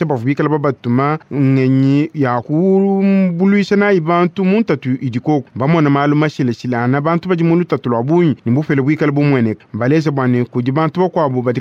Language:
Luba-Lulua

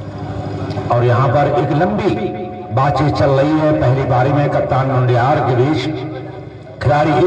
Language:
Hindi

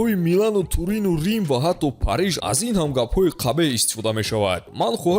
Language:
Tajik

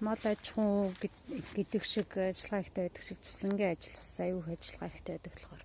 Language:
Mongolian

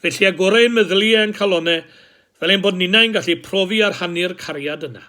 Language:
Welsh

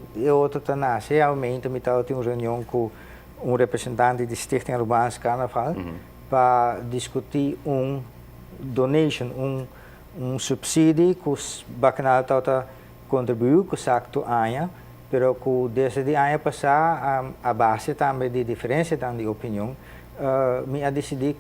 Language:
Papiamento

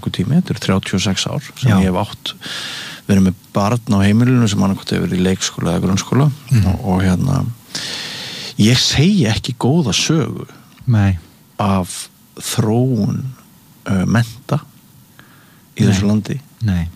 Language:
Icelandic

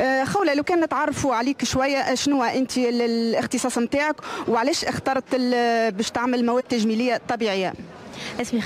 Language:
Tunisian Arabic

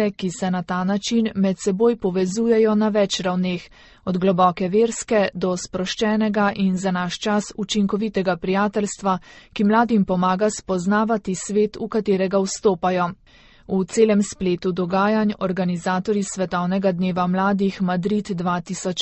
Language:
Slovenian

